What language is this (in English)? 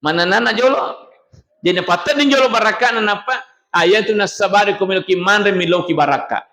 Buginese